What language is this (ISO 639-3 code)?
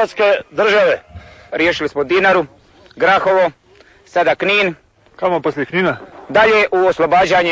hrv